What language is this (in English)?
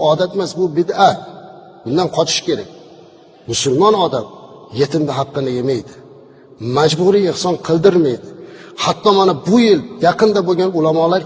Uzbek